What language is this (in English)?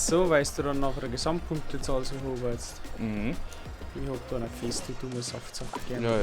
Bavarian